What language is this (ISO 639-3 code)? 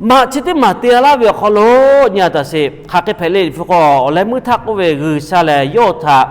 lhu